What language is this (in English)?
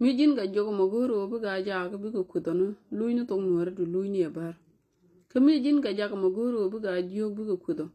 Nuer